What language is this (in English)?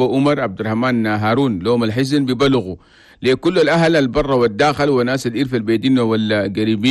Chadian Arabic